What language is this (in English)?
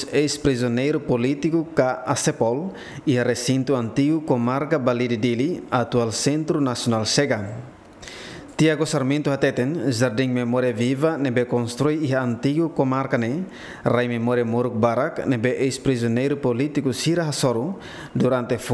Tetum